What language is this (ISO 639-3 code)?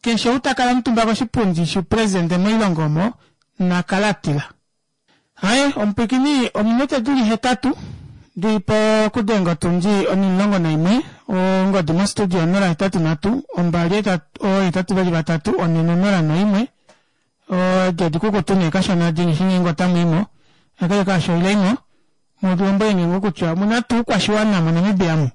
kua